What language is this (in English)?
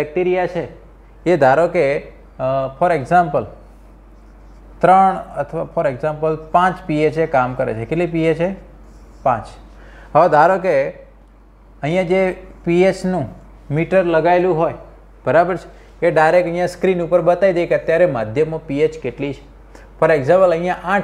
Gujarati